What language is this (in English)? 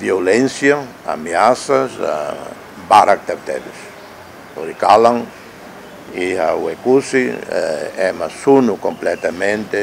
Tetum